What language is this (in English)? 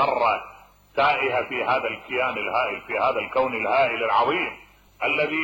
Mesopotamian Arabic